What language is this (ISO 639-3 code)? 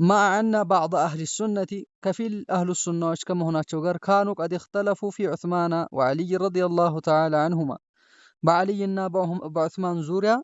amh